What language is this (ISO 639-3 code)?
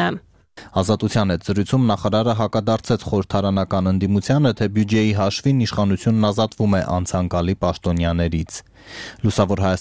hye